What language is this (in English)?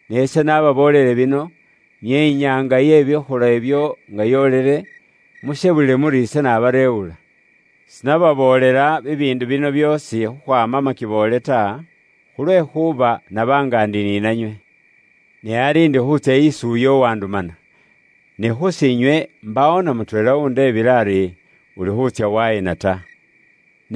Luyia